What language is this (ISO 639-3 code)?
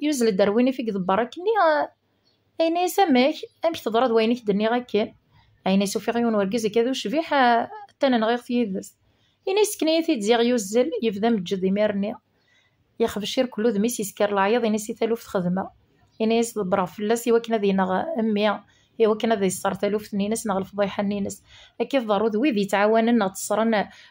kab